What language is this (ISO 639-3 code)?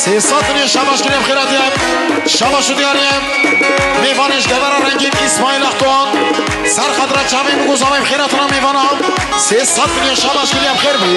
kur